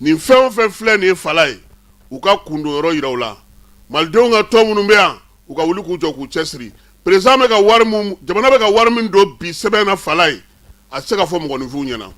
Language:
Bambara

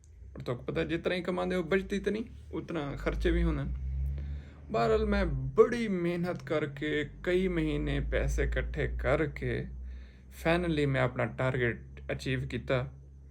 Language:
Saraiki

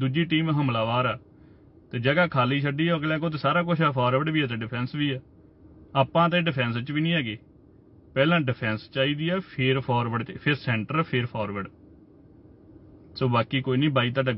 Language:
Punjabi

